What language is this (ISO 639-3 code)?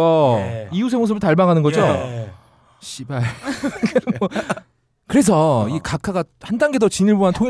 kor